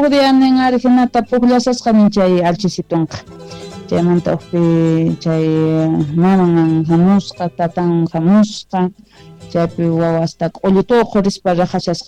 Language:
Quechua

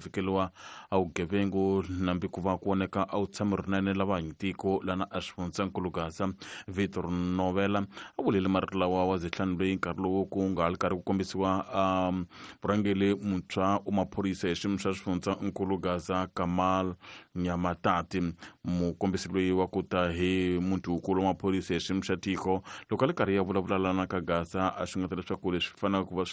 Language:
Tsonga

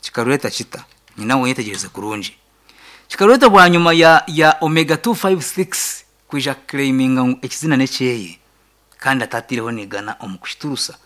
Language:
Nyankole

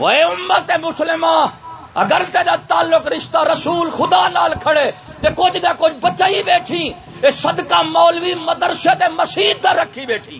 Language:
Saraiki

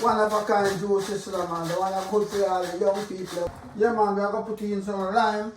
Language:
Jamaican Creole English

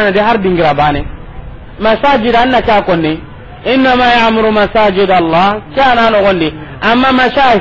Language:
Soninke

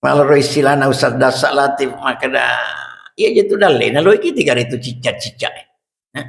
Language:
Buginese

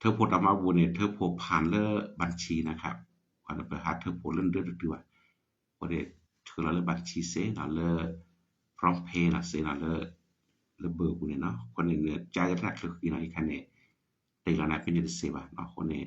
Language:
S'gaw Karen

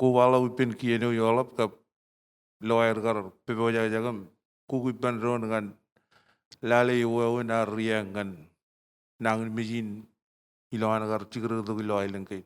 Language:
Marshallese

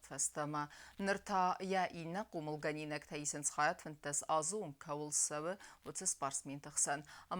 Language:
Ossetic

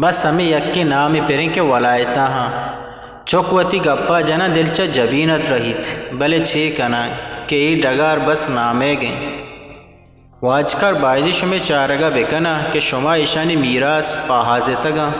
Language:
Eastern Balochi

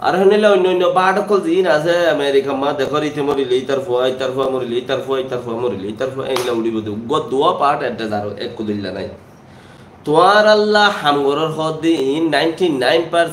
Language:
Rohingya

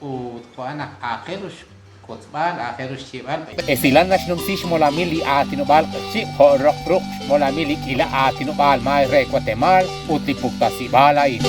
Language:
Kekchí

